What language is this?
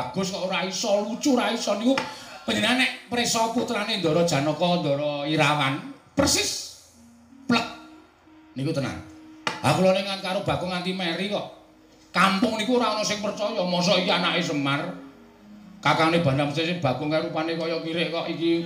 Javanese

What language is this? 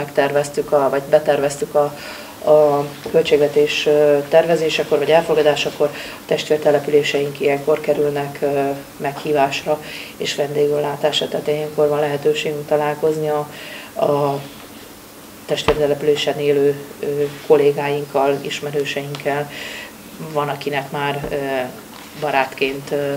Hungarian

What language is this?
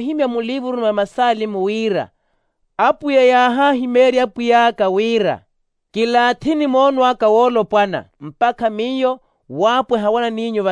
Makhuwa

